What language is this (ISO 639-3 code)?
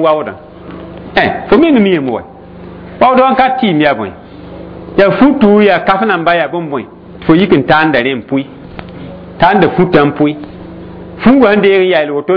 mos